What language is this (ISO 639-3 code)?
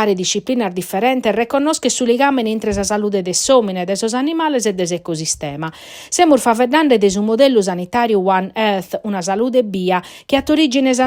srd